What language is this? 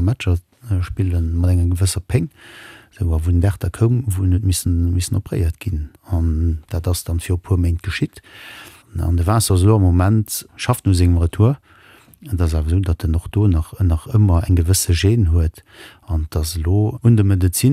Luxembourgish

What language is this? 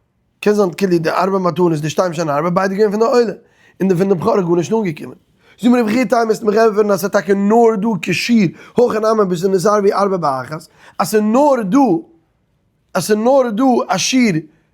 Yiddish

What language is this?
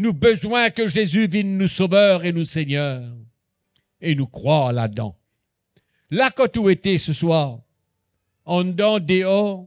Morisyen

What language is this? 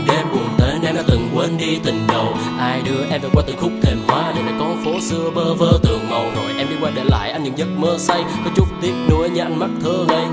Vietnamese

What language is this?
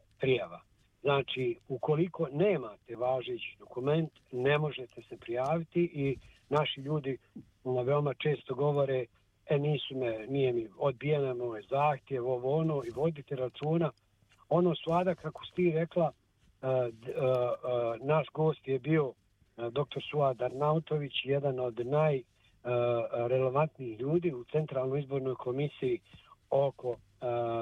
Bosnian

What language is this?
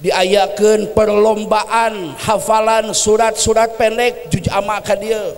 Sundanese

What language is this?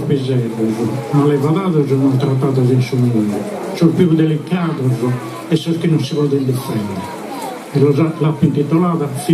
Sardinian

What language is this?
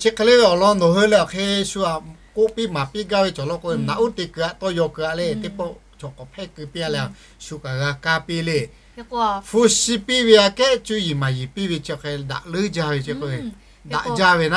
Lahu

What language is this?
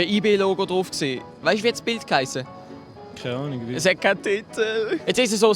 Swiss German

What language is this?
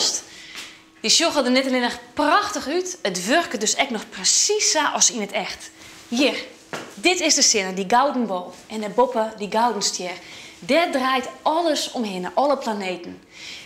Western Frisian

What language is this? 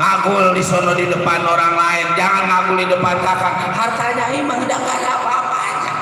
Betawi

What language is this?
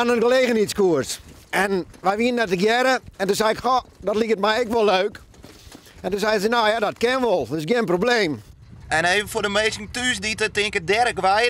Western Frisian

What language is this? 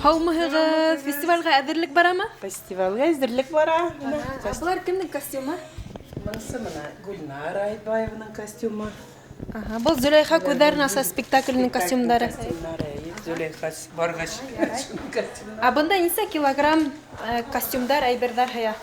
Bashkir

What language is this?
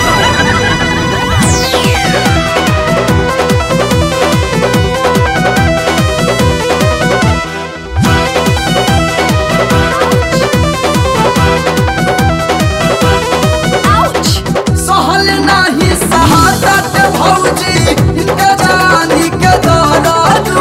Bhojpuri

